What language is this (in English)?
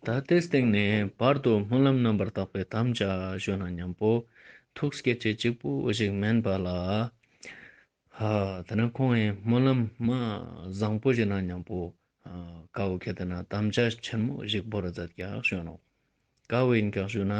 Ladakhi